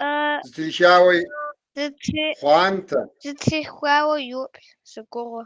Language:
Kabardian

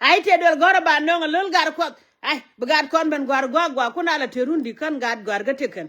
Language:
Nuer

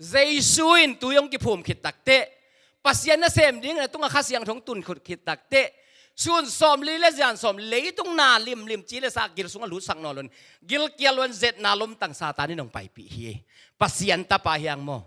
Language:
Tedim Chin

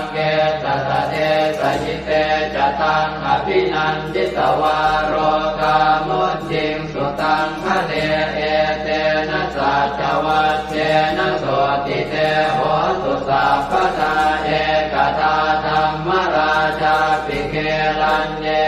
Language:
Pali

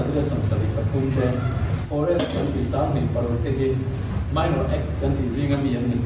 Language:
Mizo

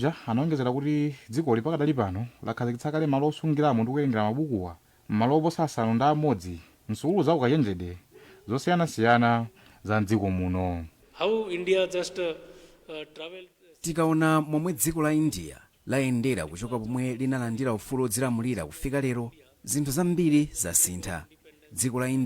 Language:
Nyanja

